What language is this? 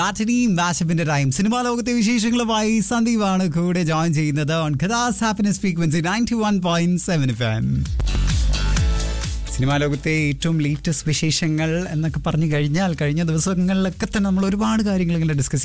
Malayalam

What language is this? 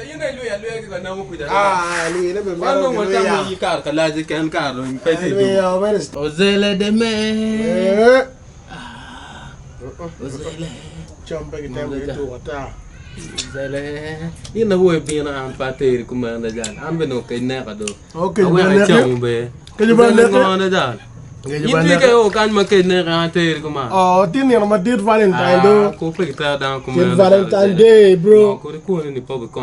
Acoli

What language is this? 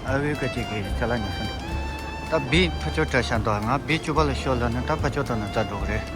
Tibetan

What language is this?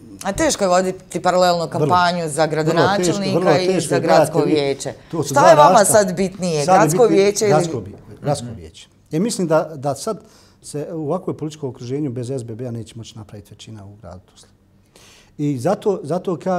Bosnian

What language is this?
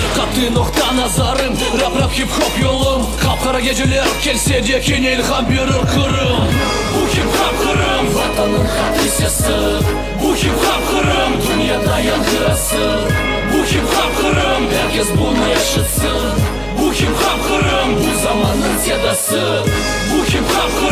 Crimean Tatar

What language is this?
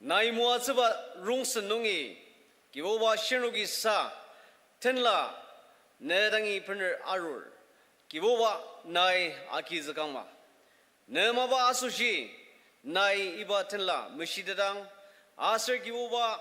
Ao Naga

